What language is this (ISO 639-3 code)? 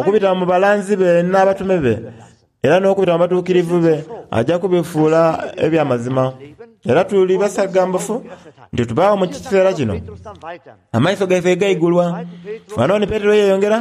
xog